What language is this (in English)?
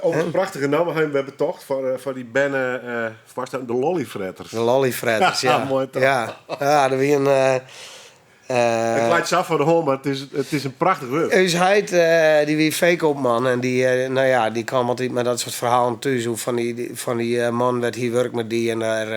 Western Frisian